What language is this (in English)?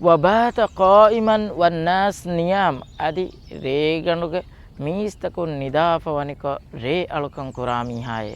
Divehi